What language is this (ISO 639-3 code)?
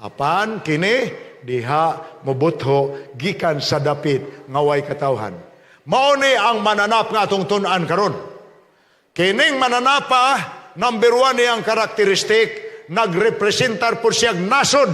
ceb